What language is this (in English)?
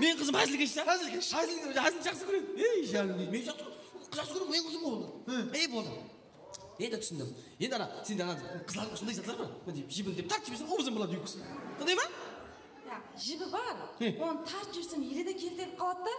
Kara-Kalpak